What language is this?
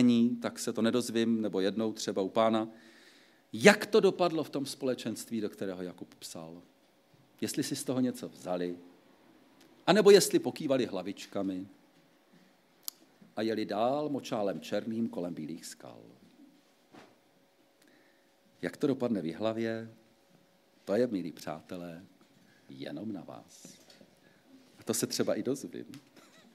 Czech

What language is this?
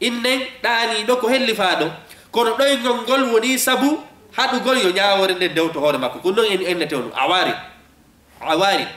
Fula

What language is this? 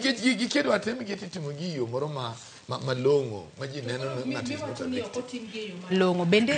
Luo (Kenya and Tanzania)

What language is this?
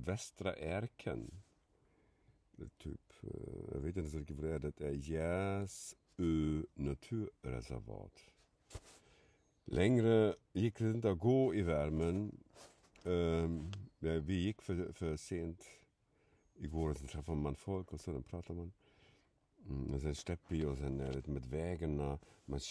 Swedish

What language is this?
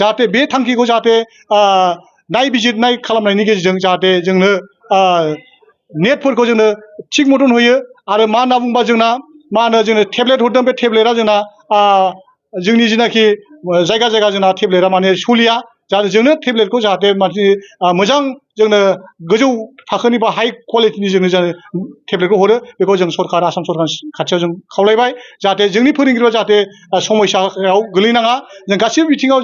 Bodo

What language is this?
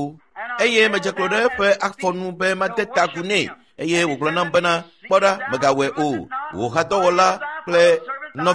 Ewe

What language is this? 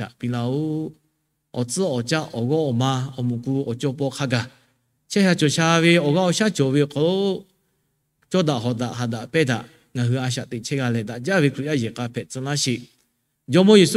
Lahu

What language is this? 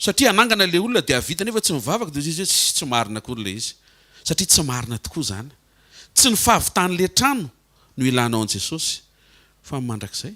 Malagasy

